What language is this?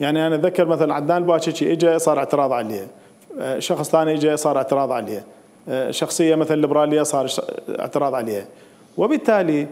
Mesopotamian Arabic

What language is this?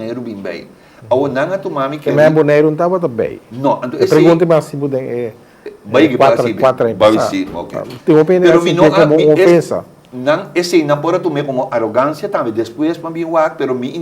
Papiamento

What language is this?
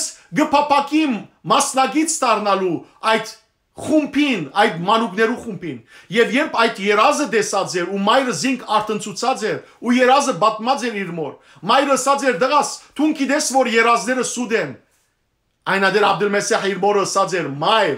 Western Armenian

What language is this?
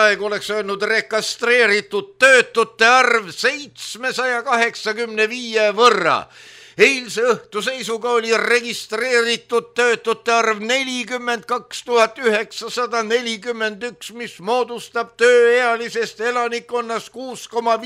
Estonian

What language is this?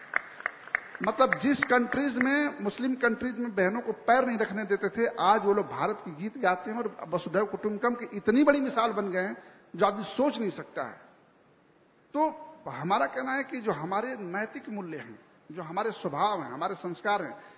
Hindi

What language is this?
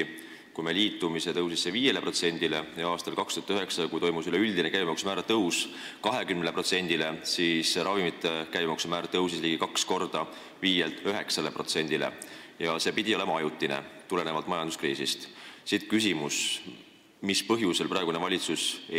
Estonian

